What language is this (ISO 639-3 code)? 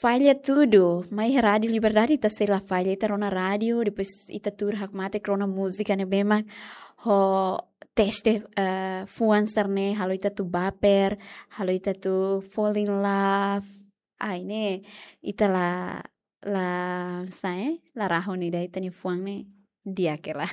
tet